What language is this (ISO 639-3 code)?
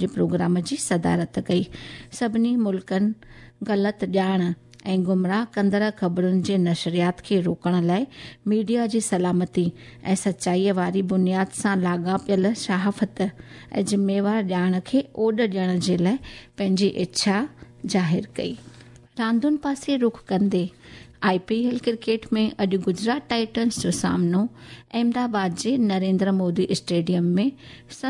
snd